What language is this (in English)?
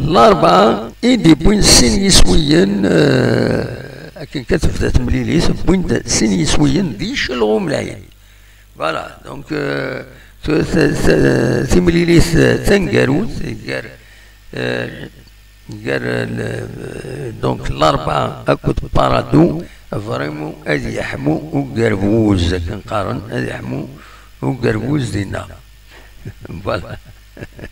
Kabyle